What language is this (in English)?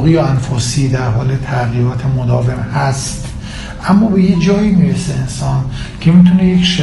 Persian